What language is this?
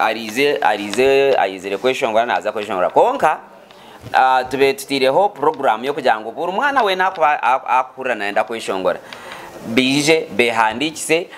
Nyankole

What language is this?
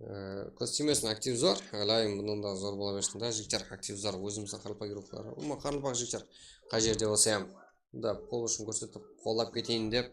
Kara-Kalpak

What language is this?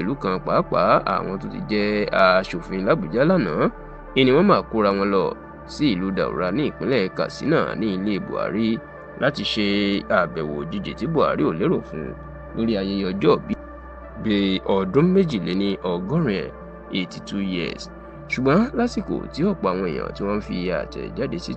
Yoruba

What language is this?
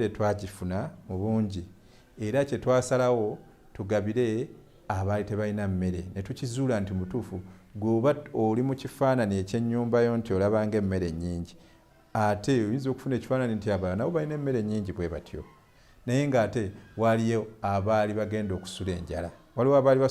Ganda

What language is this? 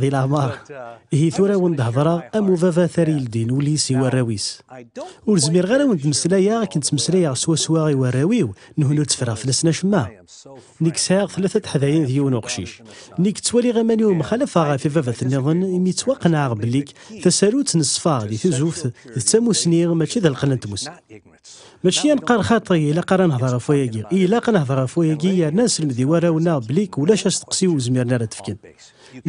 Kabyle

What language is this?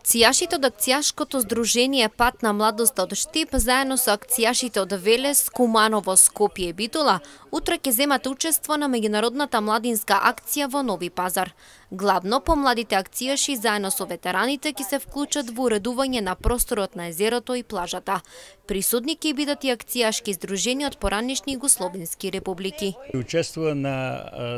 Macedonian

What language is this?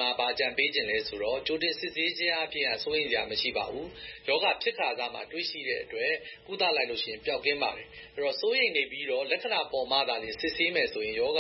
Burmese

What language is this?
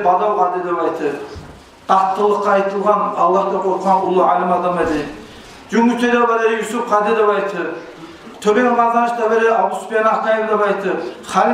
Kumyk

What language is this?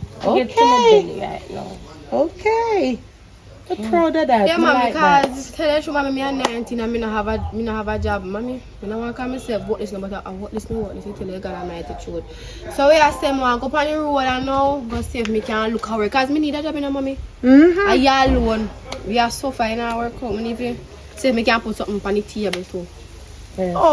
Jamaican Creole English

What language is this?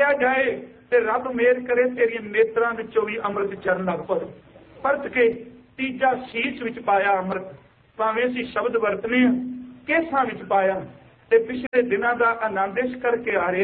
Punjabi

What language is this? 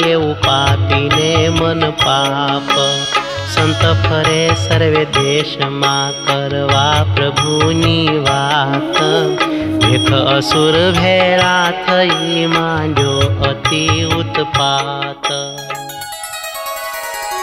Gujarati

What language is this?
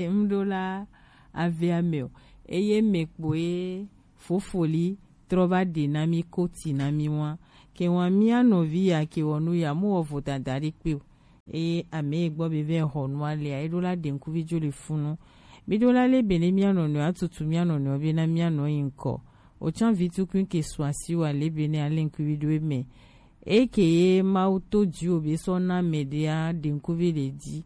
Gen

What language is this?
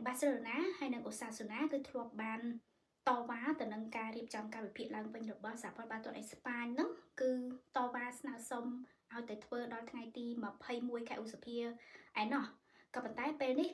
Khmer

